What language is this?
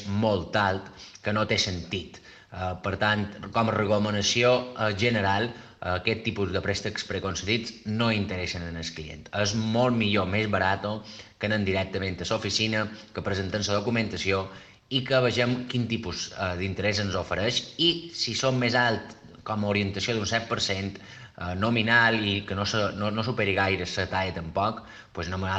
Catalan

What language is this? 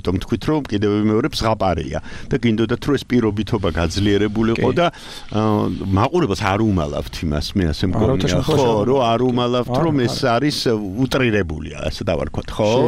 Georgian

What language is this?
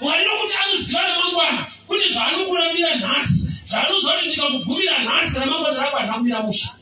Shona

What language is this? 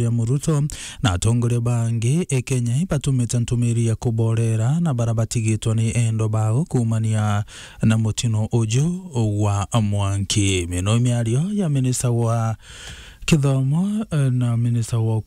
Meru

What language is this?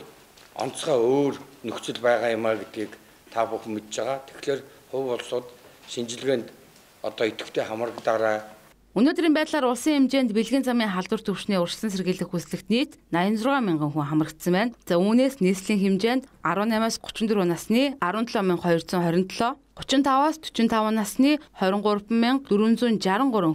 Mongolian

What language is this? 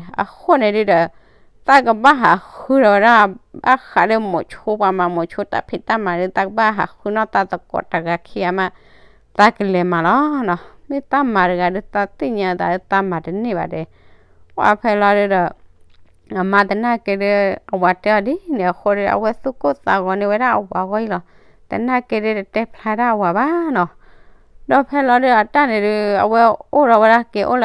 S'gaw Karen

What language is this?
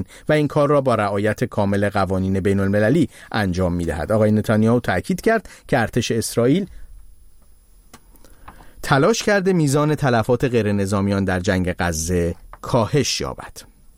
Persian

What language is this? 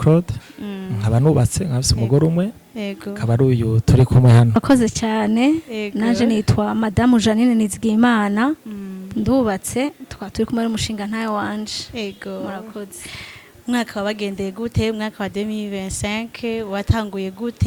Rundi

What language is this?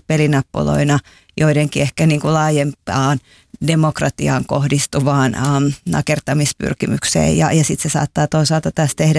Finnish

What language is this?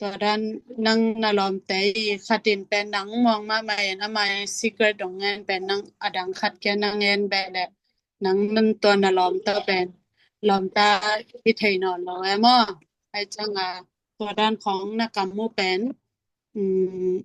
Tedim Chin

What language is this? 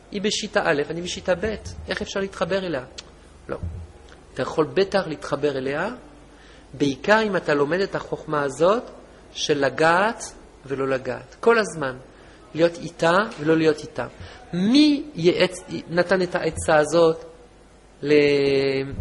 Hebrew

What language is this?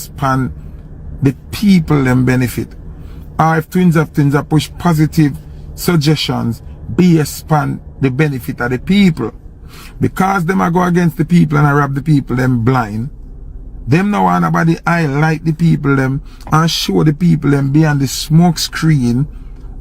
Jamaican Creole English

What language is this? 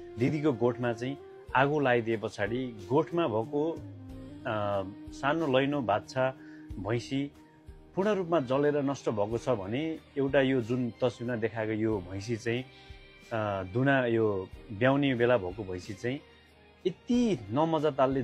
Nepali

